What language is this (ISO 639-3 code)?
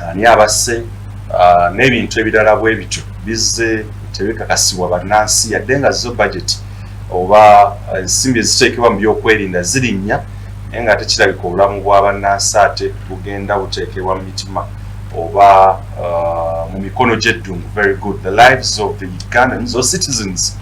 lug